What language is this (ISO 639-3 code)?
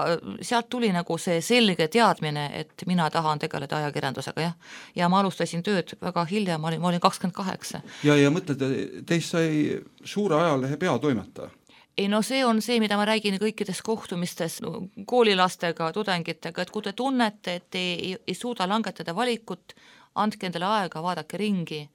est